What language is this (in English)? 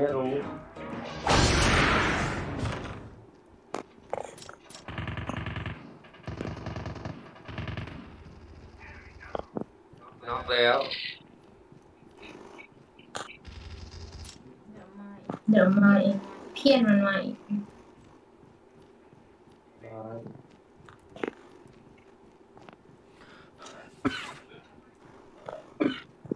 Thai